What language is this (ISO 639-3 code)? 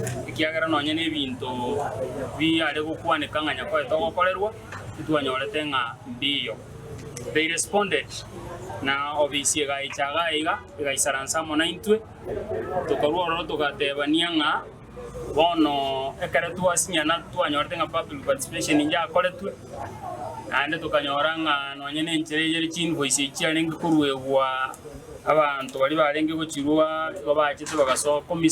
guz